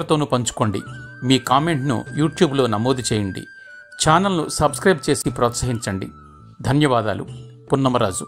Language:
Telugu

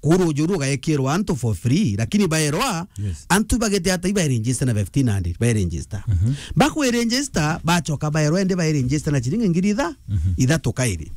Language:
Meru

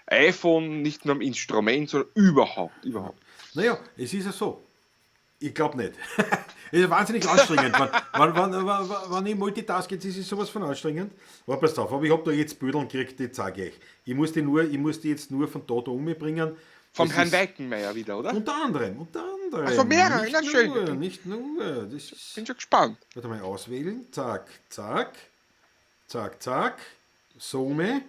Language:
Bavarian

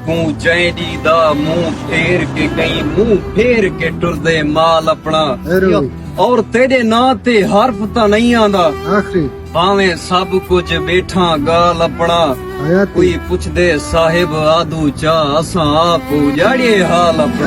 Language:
Saraiki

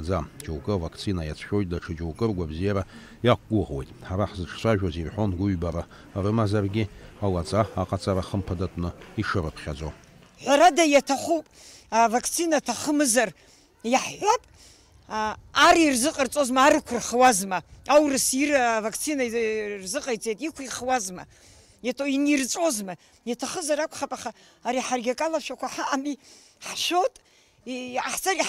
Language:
Abkhazian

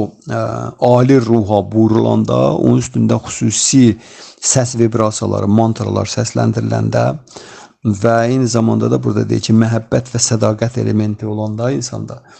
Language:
Azerbaijani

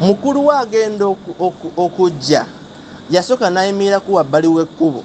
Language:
Ganda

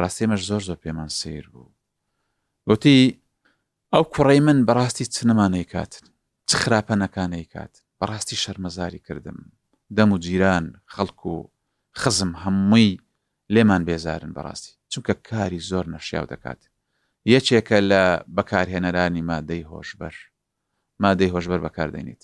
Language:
Central Kurdish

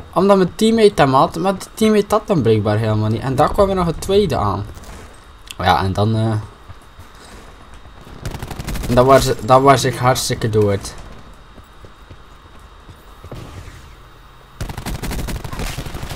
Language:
Dutch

